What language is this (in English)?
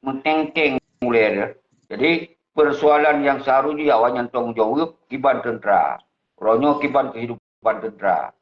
Achinese